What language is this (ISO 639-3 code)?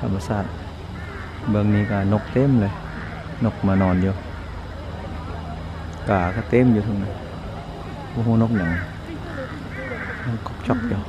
lao